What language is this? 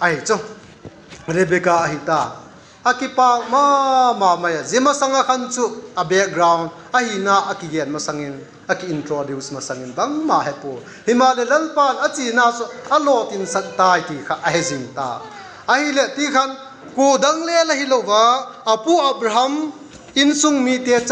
Vaiphei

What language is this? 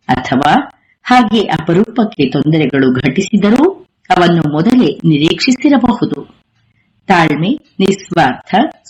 Kannada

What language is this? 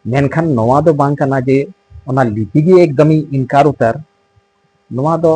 Santali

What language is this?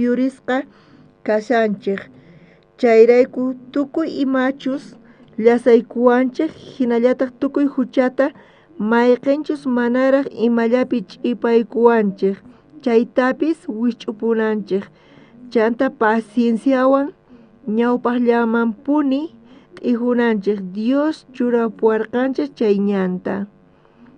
South Bolivian Quechua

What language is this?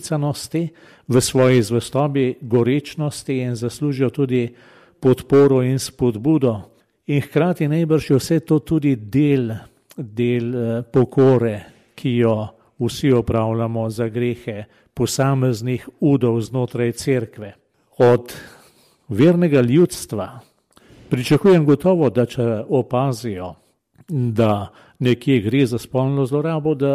Slovenian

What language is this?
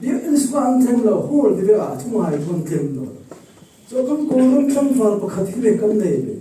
Falam Chin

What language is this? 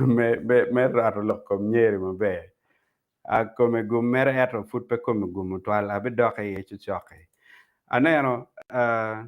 Acoli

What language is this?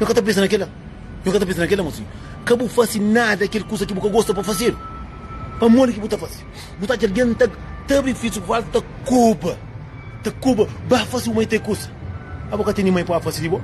Kabuverdianu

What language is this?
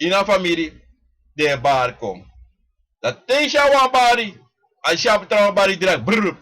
Sranan Tongo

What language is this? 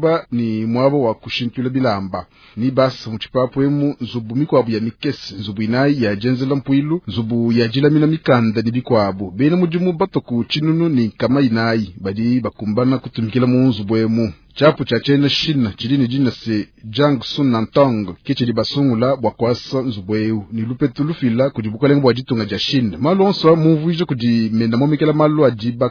Luba-Lulua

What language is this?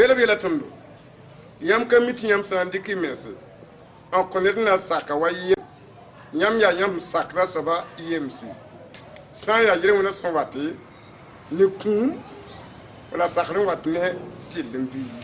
Mossi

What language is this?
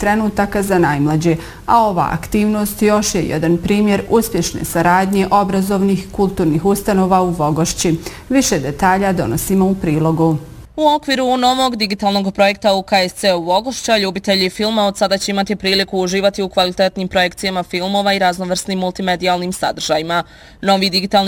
Bosnian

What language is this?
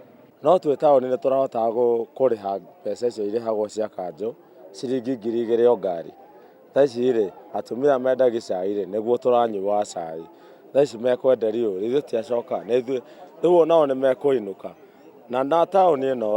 Kikuyu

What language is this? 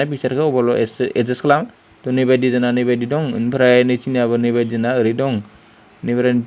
Bodo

